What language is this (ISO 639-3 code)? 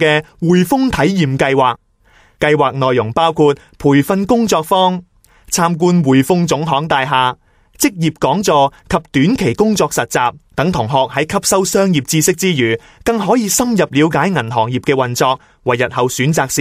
yue